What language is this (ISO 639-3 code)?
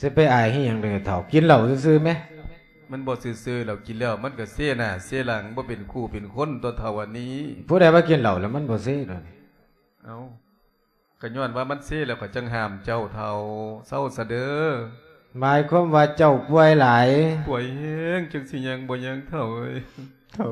lao